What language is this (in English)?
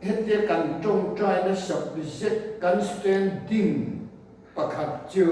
Mizo